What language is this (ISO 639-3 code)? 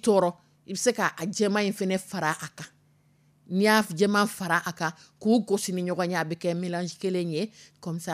dyu